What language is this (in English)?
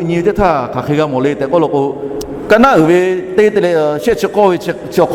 Lahu